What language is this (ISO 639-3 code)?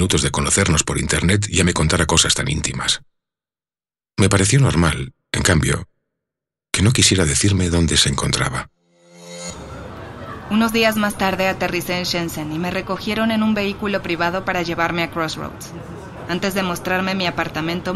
spa